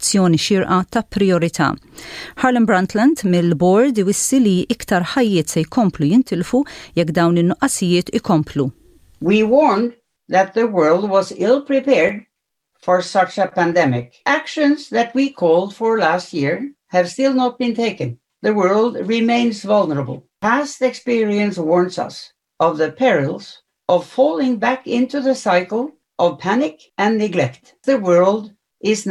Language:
Maltese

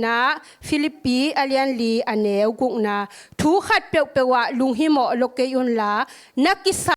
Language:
Tedim Chin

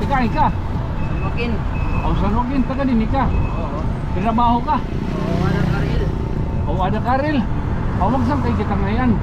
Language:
Waray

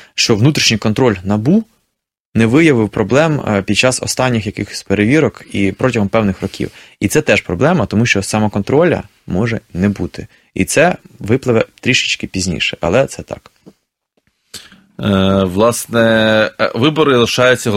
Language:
Ukrainian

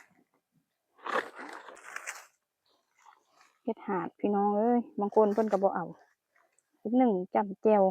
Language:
Lao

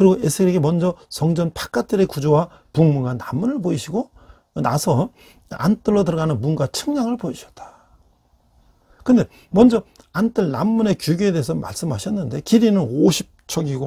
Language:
Korean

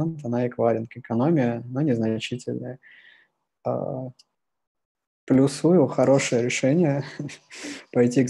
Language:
Russian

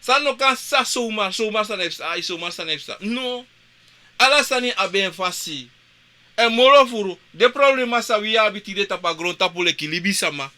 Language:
Sranan Tongo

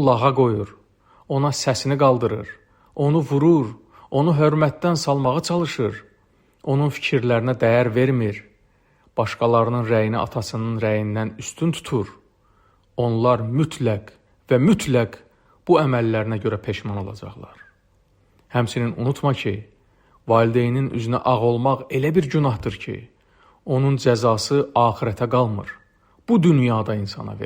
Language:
Azerbaijani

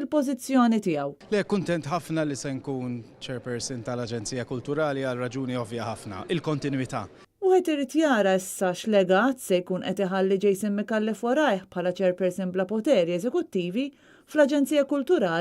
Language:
Maltese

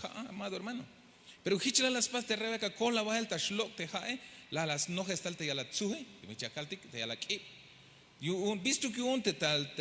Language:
Tzeltal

